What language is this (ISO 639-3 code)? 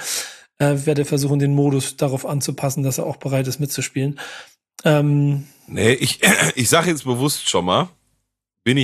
deu